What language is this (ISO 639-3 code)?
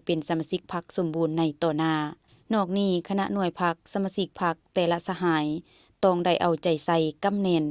lao